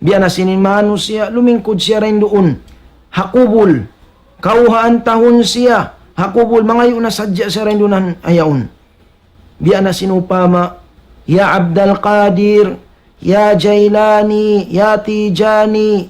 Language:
Tausug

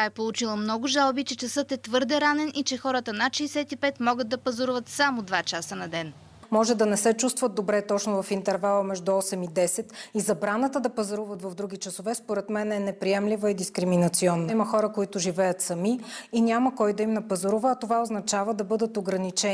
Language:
Bulgarian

